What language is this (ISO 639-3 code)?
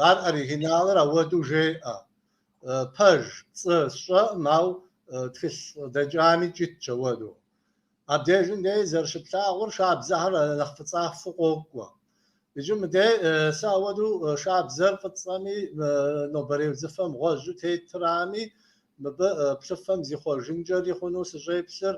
kbd